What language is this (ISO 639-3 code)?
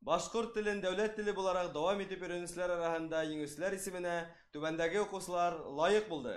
bak